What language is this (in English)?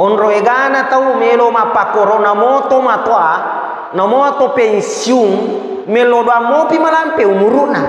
Buginese